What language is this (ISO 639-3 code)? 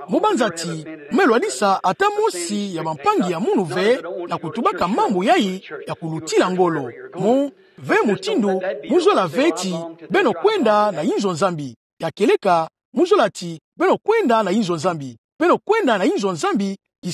ktu